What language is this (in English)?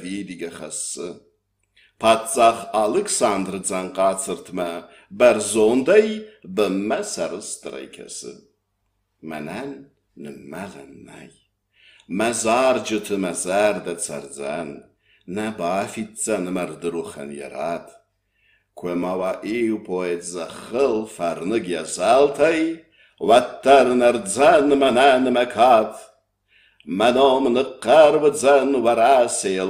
Ossetic